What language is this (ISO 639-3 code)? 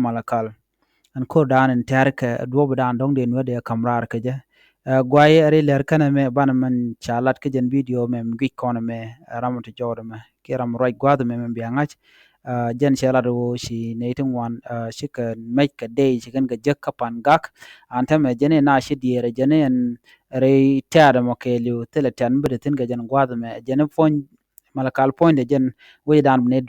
nus